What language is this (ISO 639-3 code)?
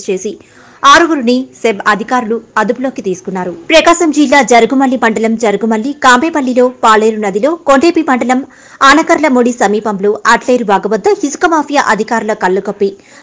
tel